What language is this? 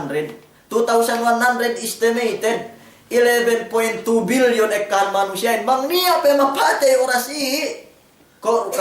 Yakan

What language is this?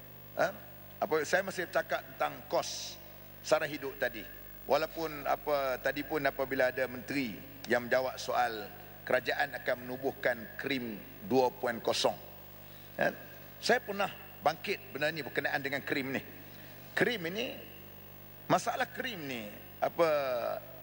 Malay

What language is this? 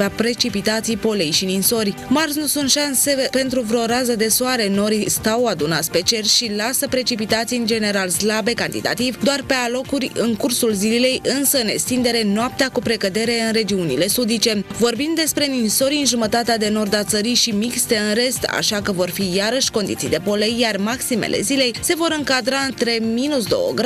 Romanian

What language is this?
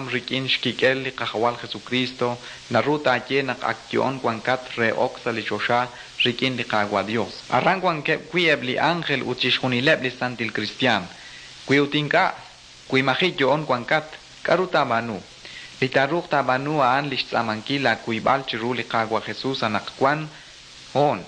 Kekchí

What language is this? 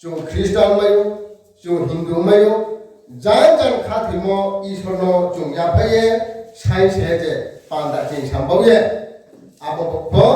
Riang (India)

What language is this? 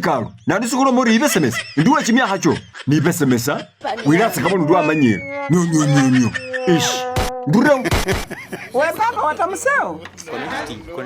Masaaba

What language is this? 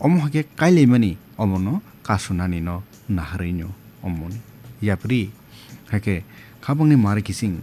Kok Borok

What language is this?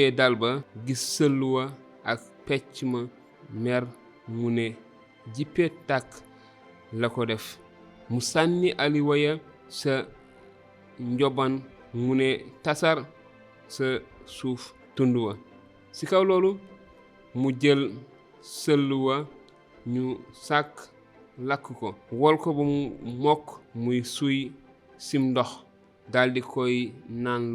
Wolof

